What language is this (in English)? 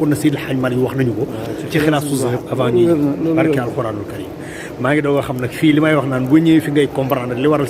Wolof